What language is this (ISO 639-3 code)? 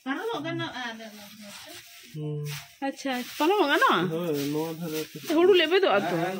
sat